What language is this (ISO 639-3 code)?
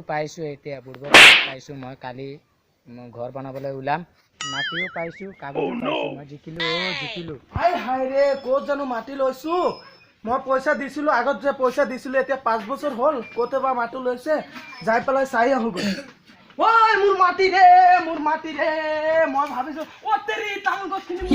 asm